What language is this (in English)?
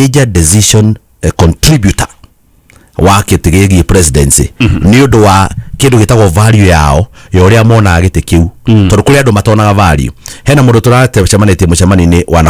Kikuyu